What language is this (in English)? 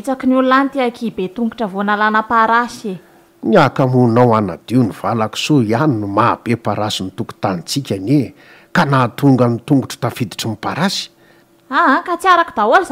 Malagasy